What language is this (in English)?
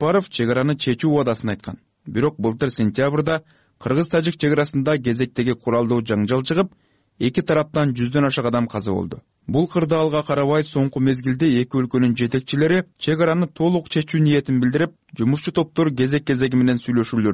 Kyrgyz